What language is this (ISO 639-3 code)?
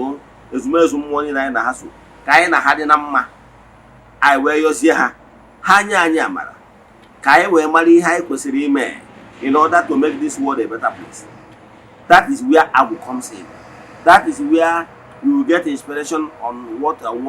ibo